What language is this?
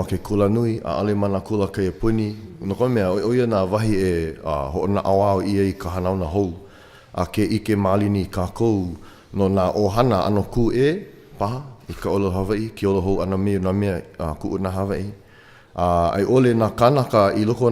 Hawaiian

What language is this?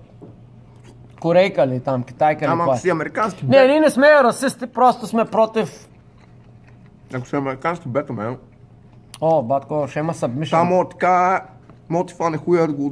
Bulgarian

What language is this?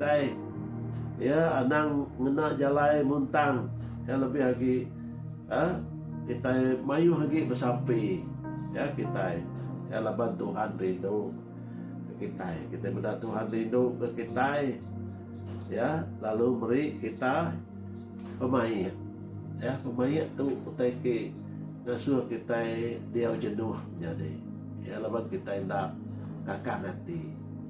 Iban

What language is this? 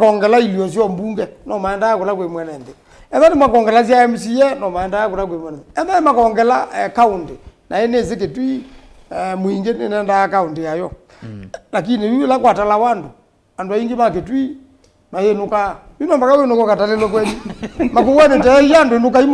Kamba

